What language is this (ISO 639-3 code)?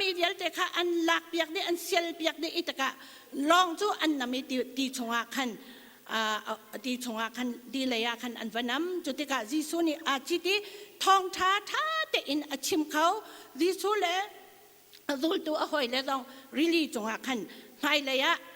cnh